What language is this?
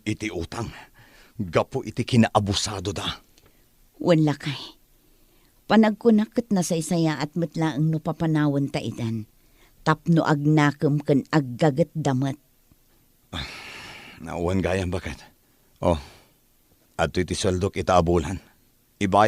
Iloko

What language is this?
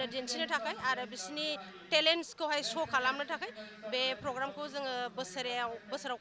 Bodo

